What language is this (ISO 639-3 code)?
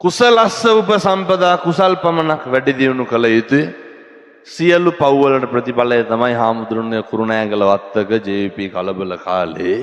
sin